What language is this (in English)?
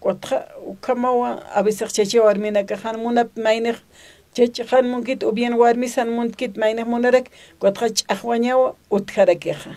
Aymara